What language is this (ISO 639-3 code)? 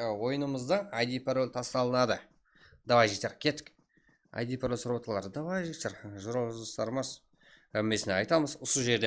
kaa